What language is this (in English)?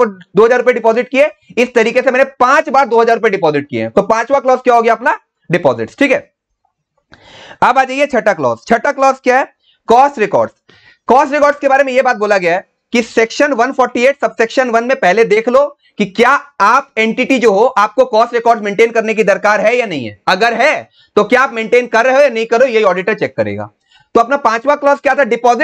Hindi